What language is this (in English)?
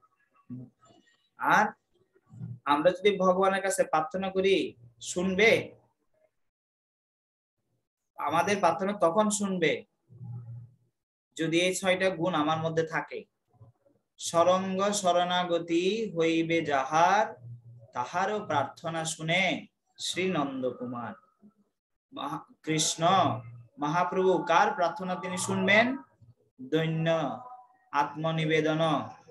Bangla